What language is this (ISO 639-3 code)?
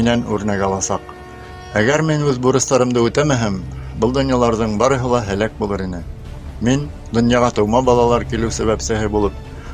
bak